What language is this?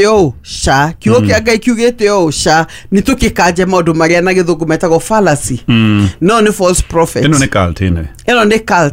Kikuyu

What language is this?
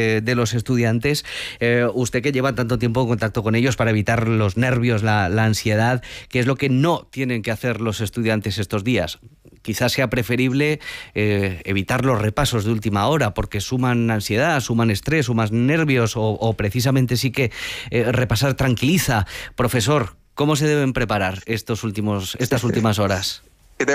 Spanish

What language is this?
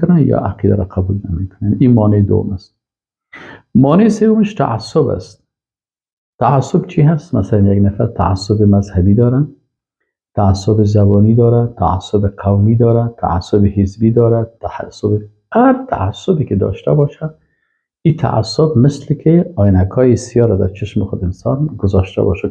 Persian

